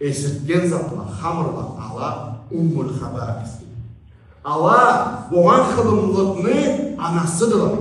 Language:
Karachay-Balkar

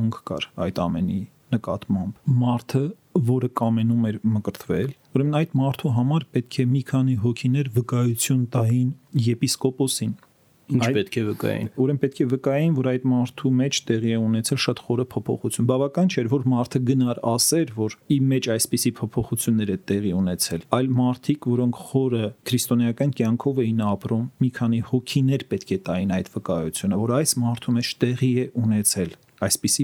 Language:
Armenian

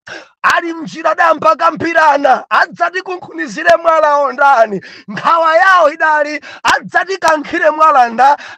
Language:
Nyanja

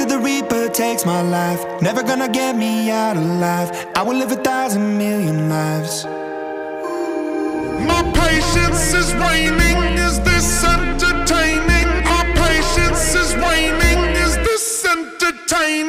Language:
English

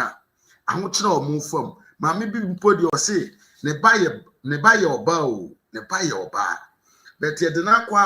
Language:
Akan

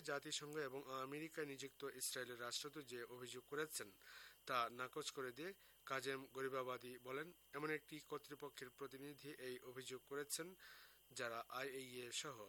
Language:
Bangla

